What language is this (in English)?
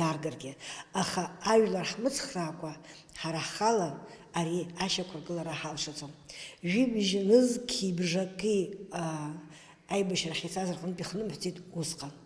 Abkhazian